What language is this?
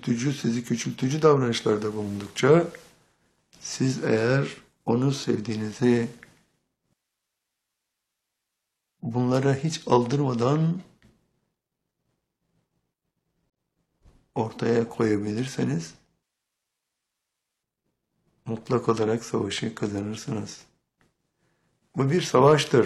Turkish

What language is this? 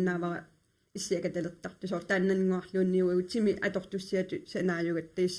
Kalaallisut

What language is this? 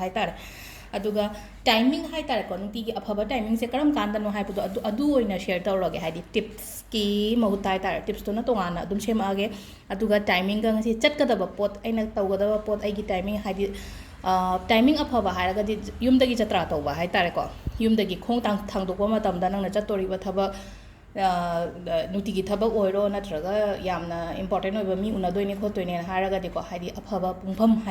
Manipuri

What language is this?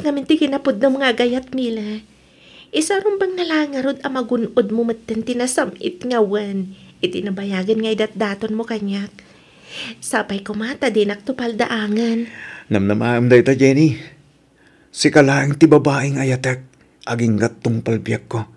Iloko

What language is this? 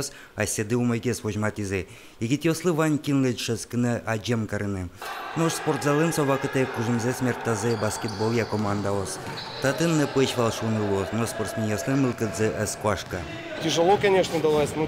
Udmurt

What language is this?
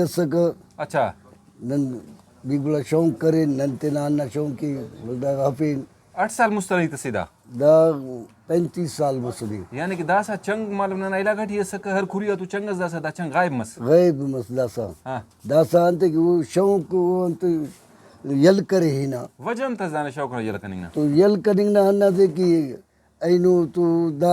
Brahui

